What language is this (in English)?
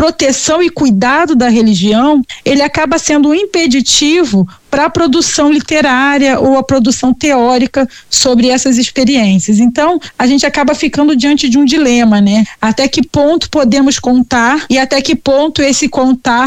Portuguese